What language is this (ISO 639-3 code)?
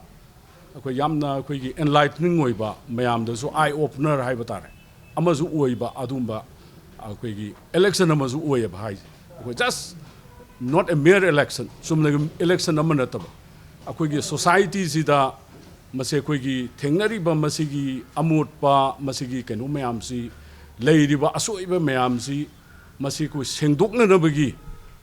mni